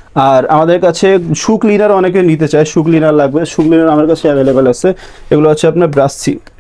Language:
Bangla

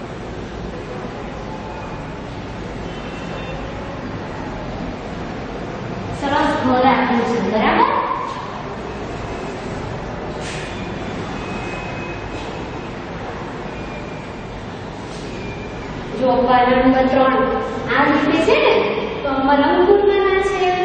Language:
Gujarati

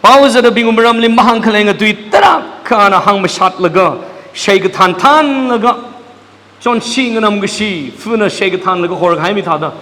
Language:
Tangkhul Naga (India)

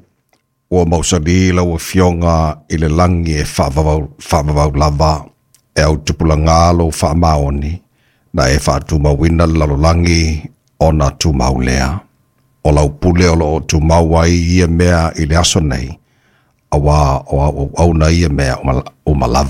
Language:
Samoan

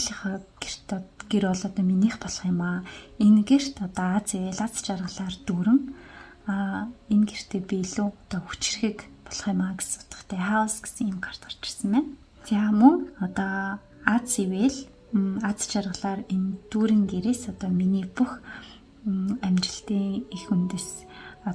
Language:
Mongolian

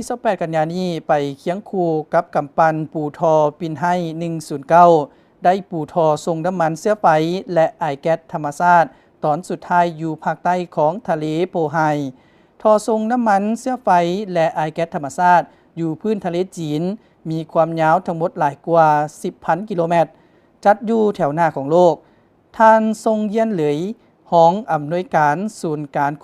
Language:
Lao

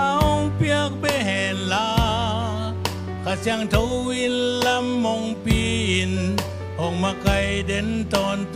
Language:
Tedim Chin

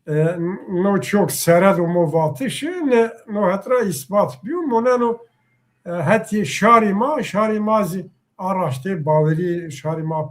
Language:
Zaza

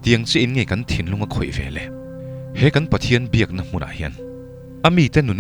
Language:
Mizo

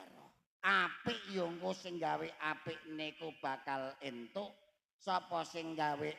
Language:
Javanese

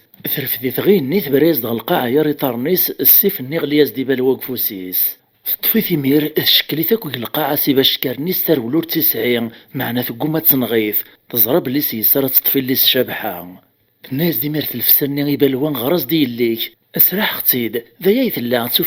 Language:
Kabyle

